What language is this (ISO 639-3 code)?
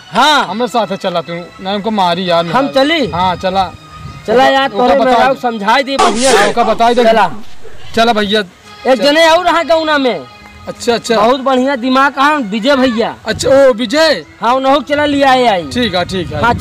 awa